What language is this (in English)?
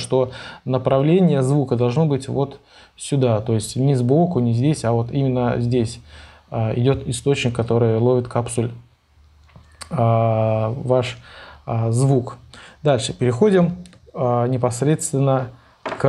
Russian